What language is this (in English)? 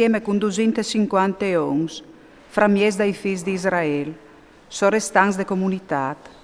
Friulian